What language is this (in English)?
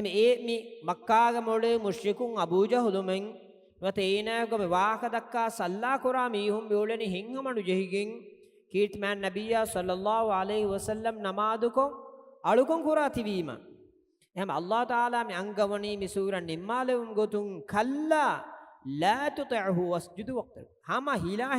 Divehi